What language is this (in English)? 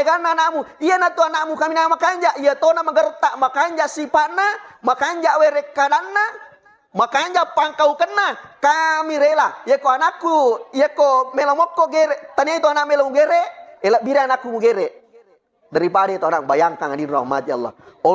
Buginese